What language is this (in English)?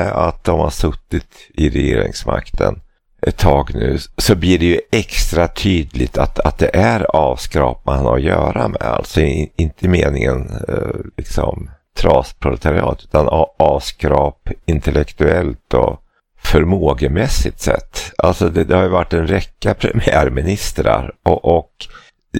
Swedish